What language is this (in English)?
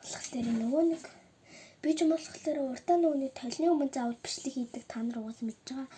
Mongolian